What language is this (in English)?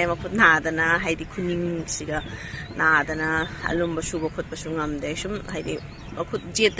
Manipuri